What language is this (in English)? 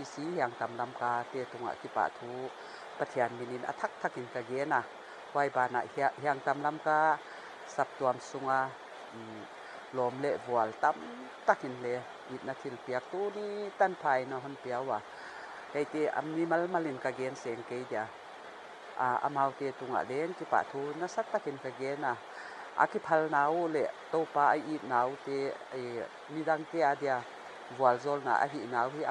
Paite Chin